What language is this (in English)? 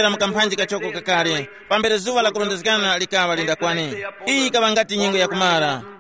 Tumbuka